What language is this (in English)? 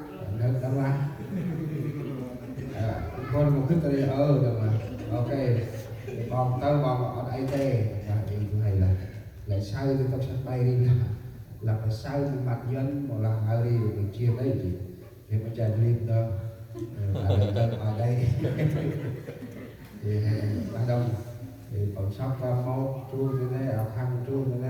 Central Mnong